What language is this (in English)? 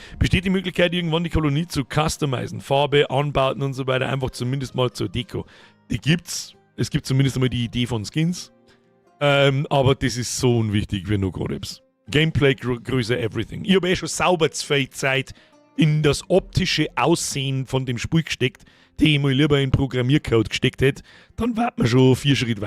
Bavarian